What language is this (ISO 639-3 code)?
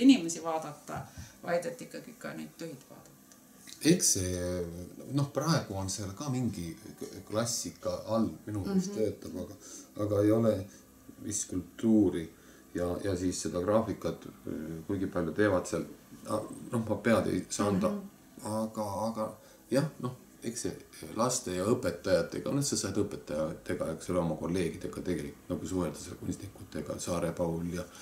est